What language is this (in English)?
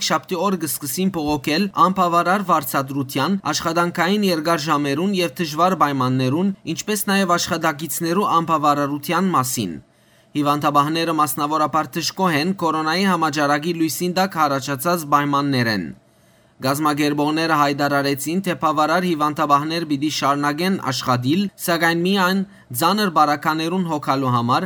Western Armenian